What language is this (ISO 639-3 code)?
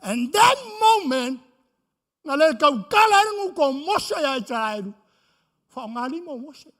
smo